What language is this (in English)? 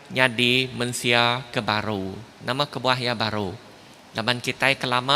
Iban